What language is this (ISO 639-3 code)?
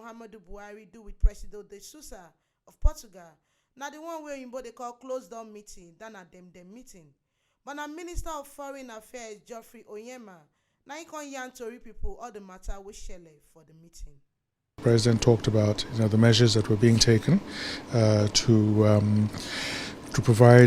pcm